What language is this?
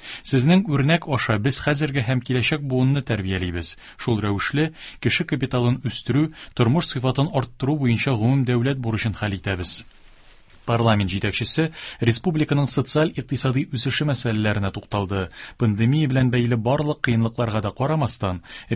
Tatar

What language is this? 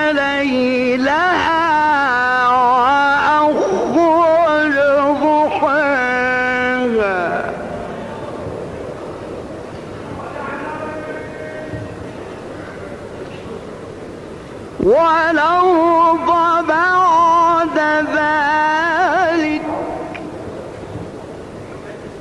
Arabic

